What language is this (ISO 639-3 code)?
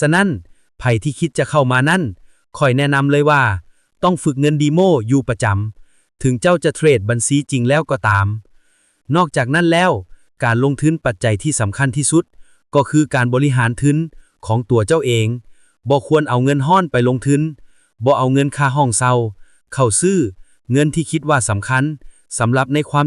lao